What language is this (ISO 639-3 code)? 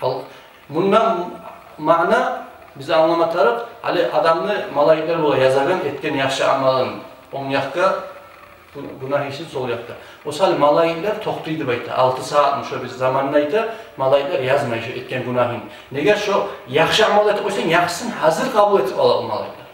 kum